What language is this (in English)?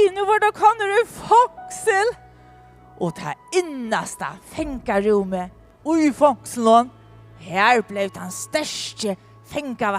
Faroese